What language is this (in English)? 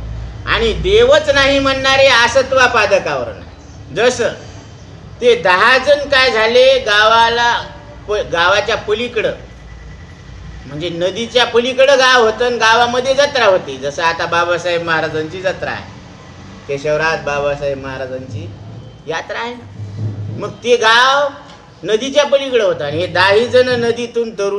Marathi